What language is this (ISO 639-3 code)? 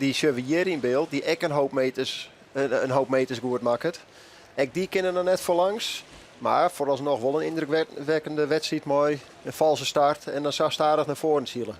fry